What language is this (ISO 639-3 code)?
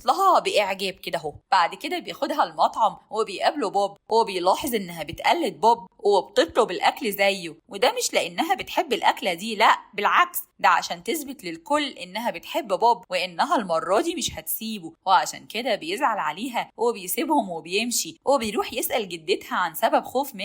arz